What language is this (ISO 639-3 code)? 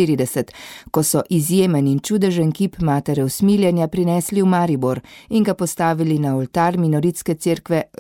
slv